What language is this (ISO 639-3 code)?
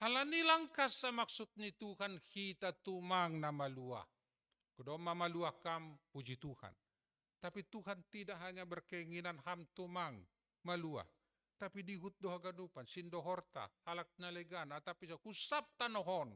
bts